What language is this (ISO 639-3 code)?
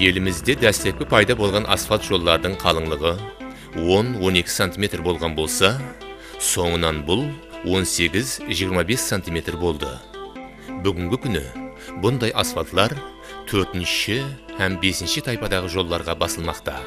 kaa